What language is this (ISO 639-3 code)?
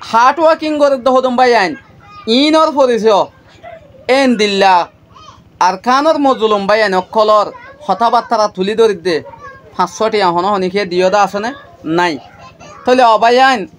rhg